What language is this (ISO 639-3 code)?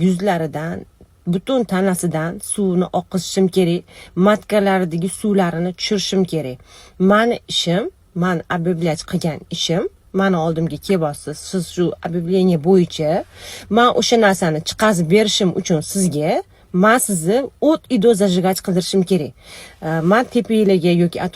uzb